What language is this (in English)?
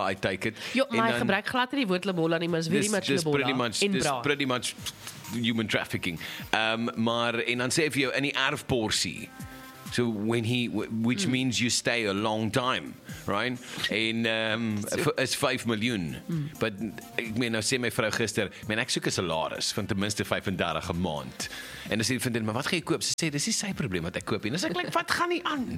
Afrikaans